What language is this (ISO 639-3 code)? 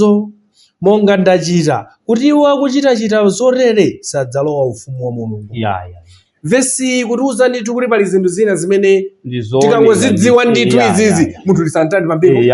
nya